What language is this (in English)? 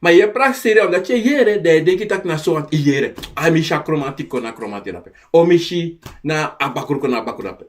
Sranan Tongo